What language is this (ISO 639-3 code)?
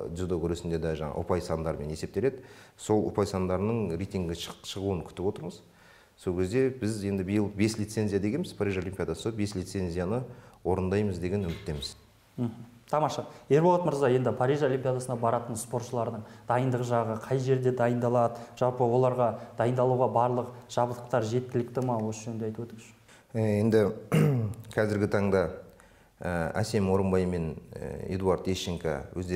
kaz